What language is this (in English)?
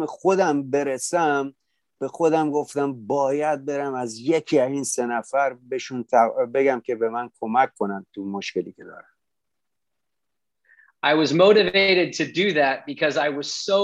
Persian